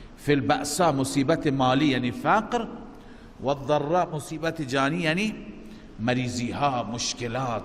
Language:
Persian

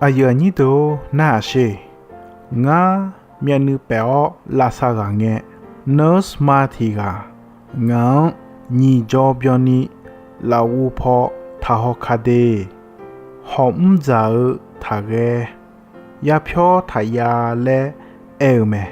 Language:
Akha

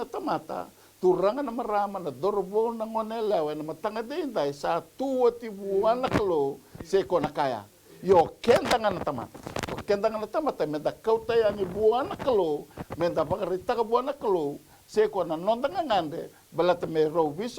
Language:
Fijian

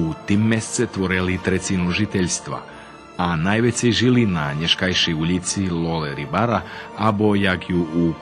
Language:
Rusyn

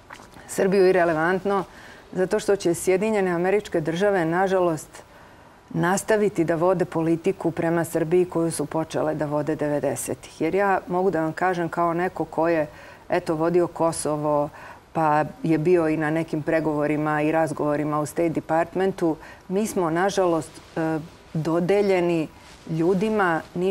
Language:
Serbian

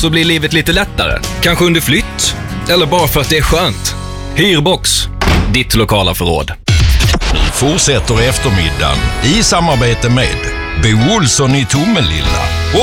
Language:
Swedish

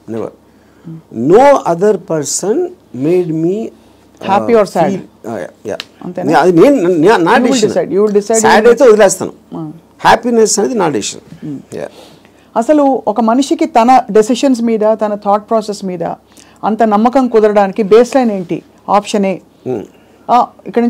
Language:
Telugu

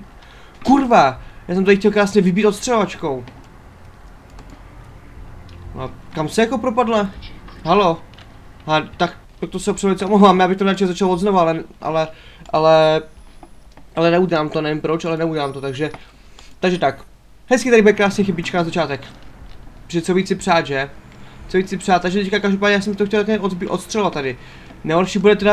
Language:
Czech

